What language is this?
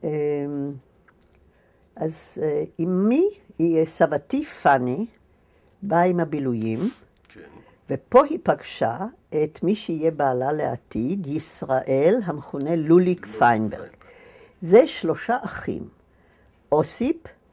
Hebrew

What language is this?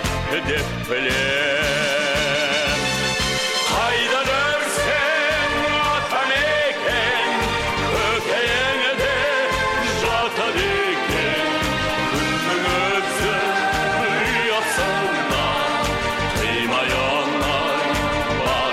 Kazakh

